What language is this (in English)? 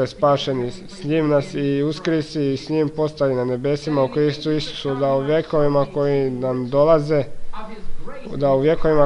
Croatian